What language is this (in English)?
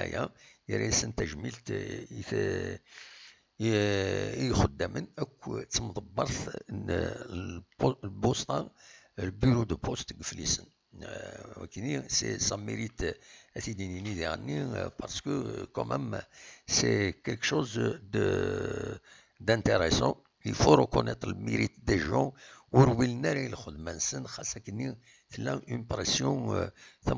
Kabyle